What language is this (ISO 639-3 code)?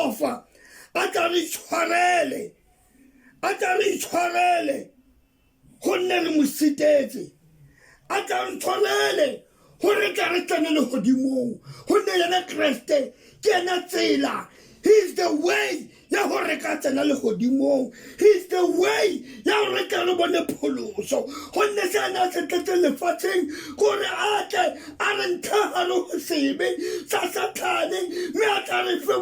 tsn